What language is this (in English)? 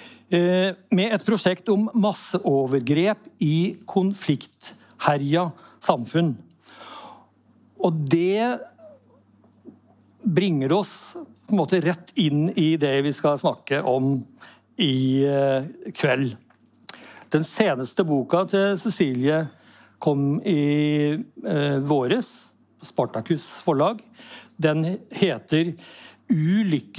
Norwegian